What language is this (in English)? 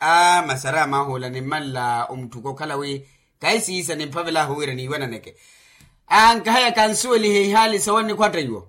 Makhuwa